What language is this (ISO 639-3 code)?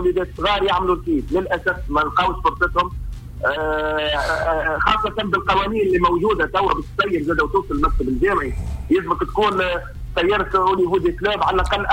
aeb